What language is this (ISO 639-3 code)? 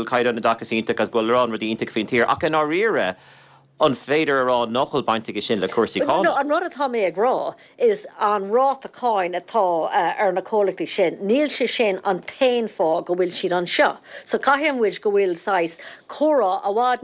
gle